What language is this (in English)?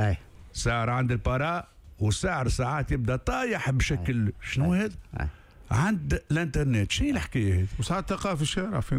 Tunisian Arabic